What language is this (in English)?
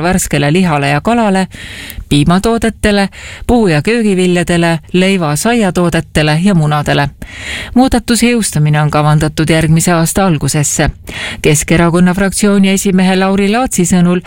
Estonian